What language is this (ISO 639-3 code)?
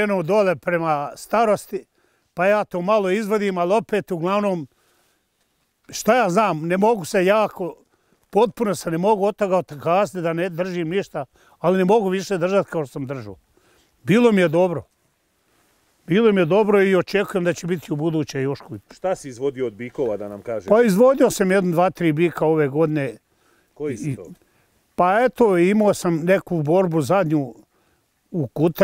bos